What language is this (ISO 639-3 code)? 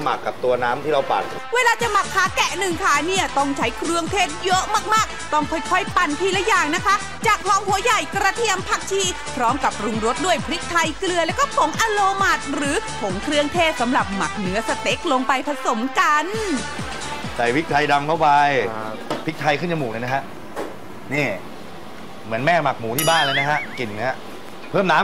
tha